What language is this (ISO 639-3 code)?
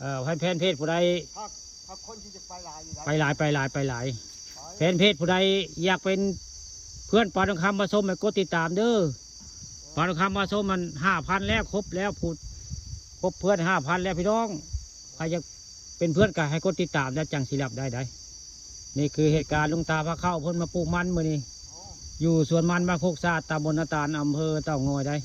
tts